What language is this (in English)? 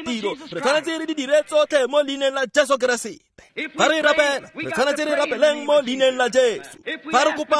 Tswana